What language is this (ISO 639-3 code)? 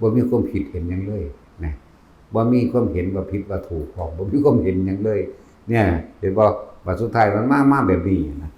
tts